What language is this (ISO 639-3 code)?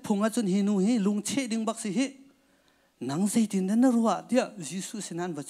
cnh